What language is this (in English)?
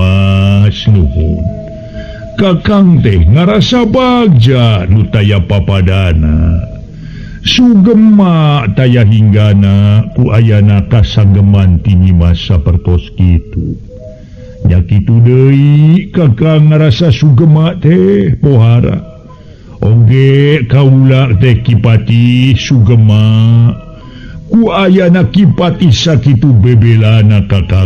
Sundanese